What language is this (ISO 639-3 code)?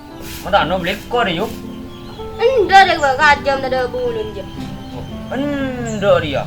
mad